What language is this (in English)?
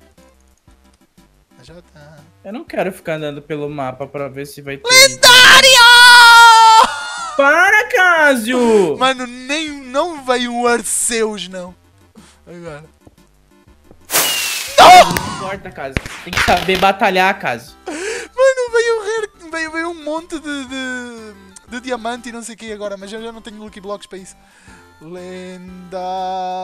Portuguese